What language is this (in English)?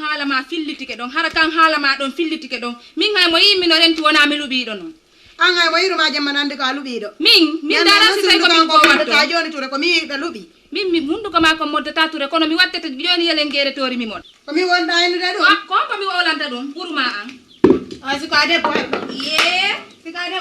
Fula